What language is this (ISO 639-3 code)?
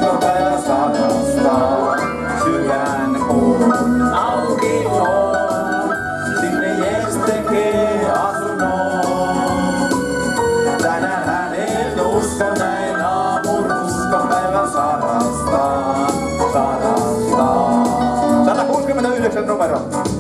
fin